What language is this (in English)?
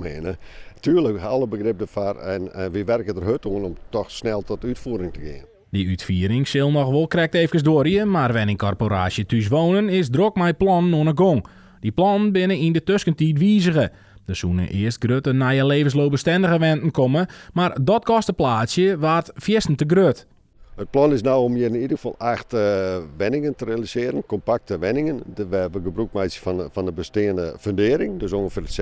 Western Frisian